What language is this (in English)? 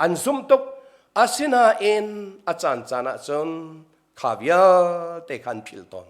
Hakha Chin